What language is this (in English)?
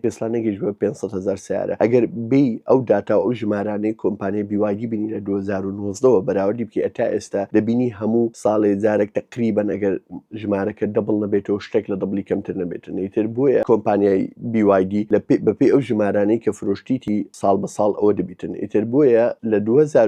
Central Kurdish